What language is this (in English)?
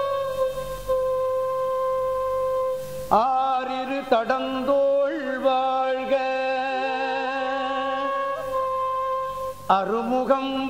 Tamil